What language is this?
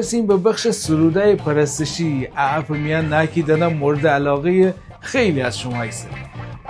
Gilaki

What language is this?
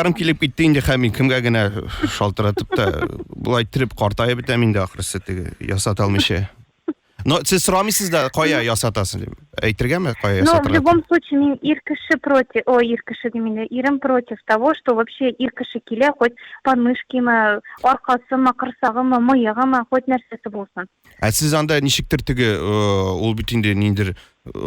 Tatar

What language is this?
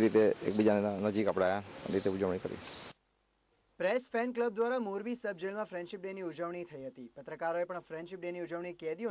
Gujarati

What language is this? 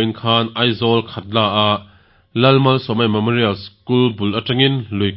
Mizo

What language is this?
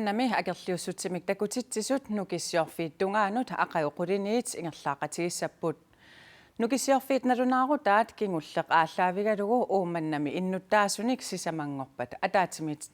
Kalaallisut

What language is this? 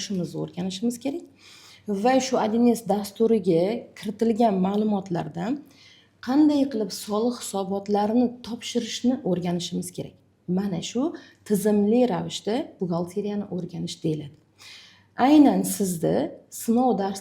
Uzbek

